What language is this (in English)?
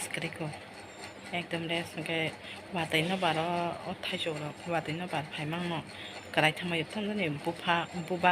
Kok Borok